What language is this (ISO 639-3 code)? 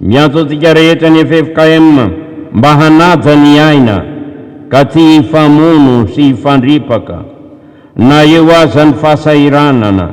mlg